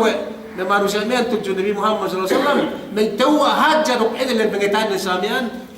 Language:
Yakan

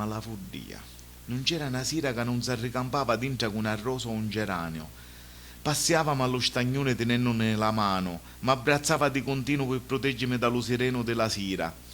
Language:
Sicilian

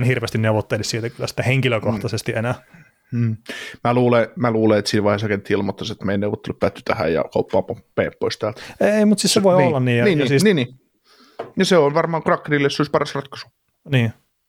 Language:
Finnish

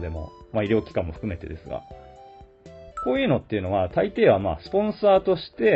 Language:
Japanese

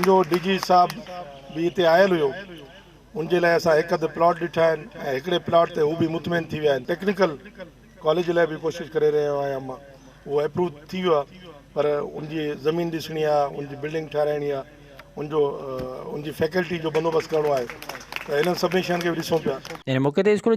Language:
Sindhi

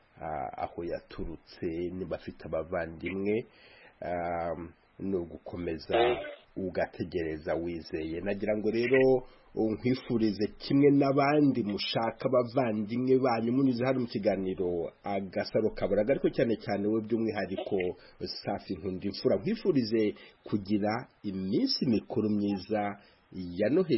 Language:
Kinyarwanda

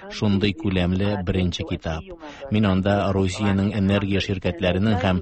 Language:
Tatar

